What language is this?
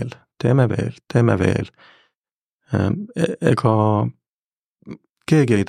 Estonian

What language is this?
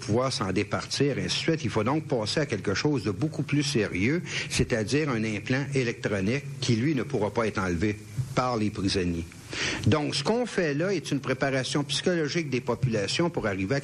French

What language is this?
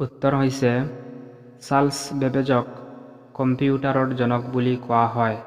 Assamese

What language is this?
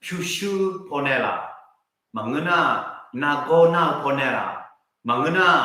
Akha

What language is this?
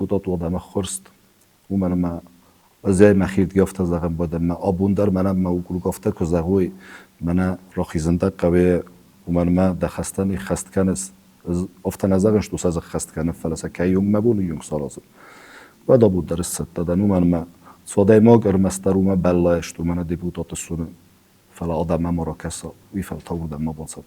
Ossetic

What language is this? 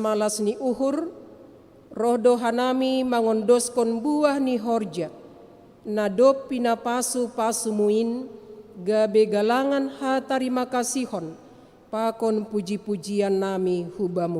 Batak Simalungun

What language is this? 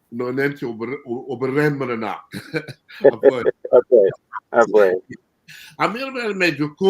Acoli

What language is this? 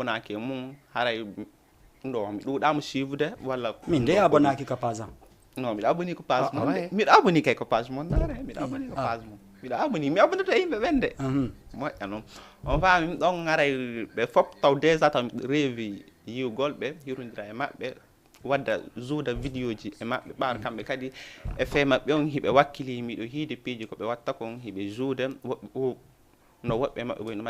Fula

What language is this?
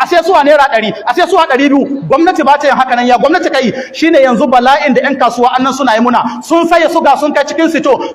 Hausa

